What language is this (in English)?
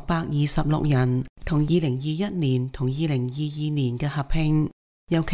Cantonese